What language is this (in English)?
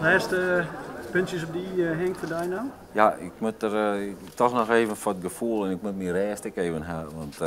Western Frisian